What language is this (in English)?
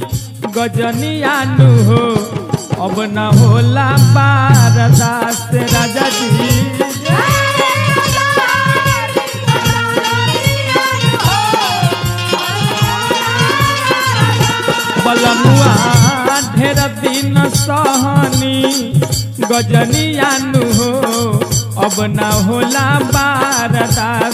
Bhojpuri